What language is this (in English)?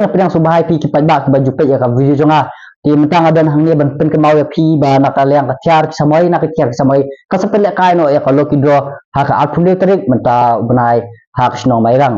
Khasi